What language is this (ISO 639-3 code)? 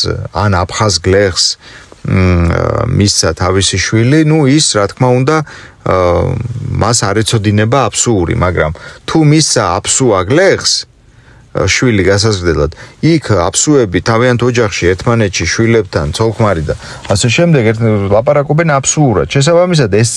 kat